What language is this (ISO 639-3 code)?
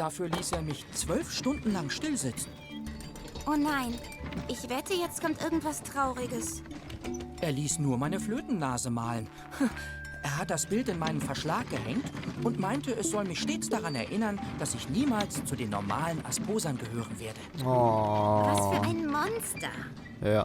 gsw